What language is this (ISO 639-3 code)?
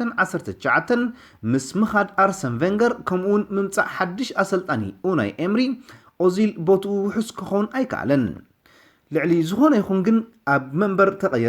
tir